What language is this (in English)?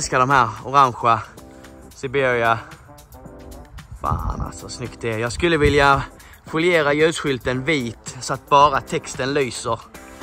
Swedish